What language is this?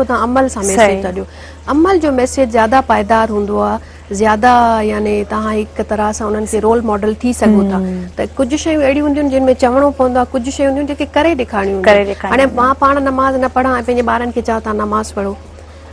Sindhi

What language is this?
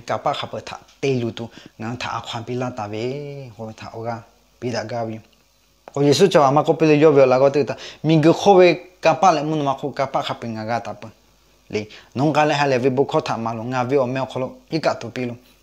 Lahu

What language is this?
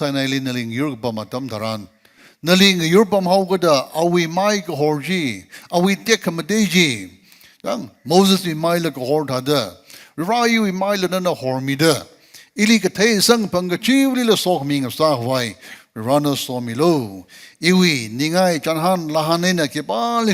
Tangkhul Naga (India)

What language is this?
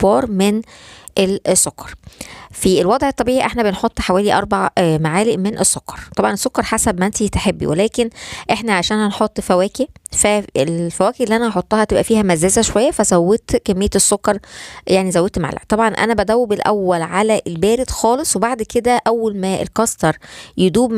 Egyptian Arabic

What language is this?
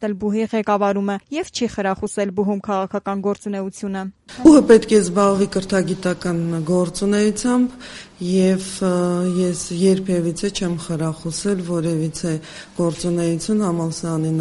Armenian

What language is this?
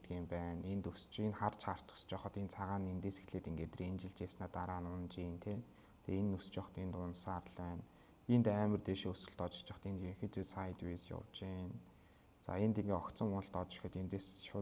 Mongolian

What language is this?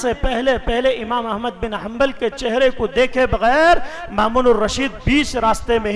Urdu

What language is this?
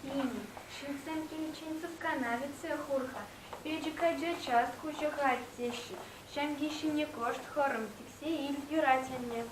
Chuvash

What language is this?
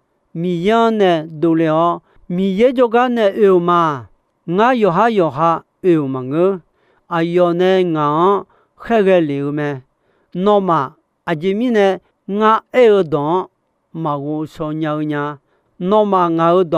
Akha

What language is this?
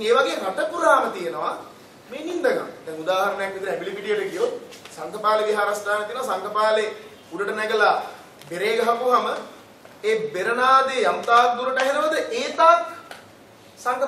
Sinhala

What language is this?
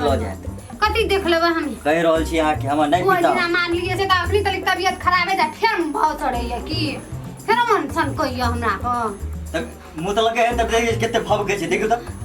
Maithili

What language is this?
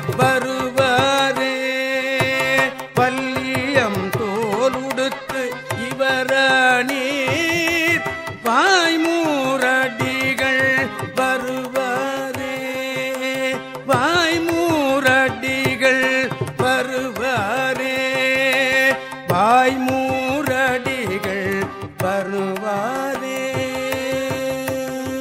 Tamil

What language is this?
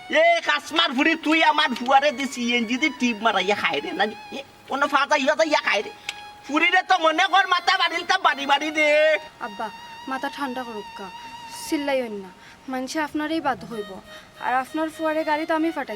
Sylheti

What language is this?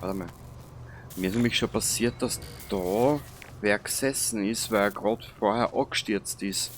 Bavarian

